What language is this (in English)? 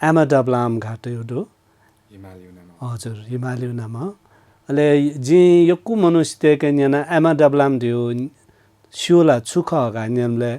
Newari